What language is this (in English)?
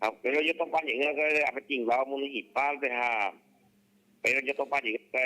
Guarani